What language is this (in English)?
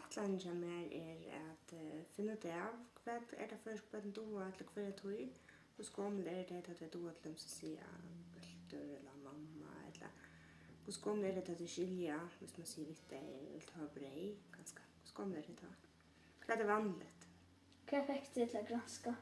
Faroese